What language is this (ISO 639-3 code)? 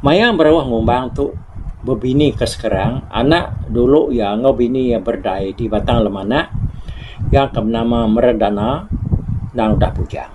iba